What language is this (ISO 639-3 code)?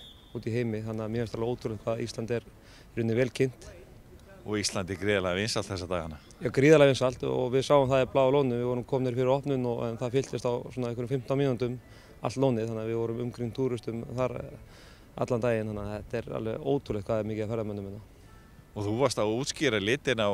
isl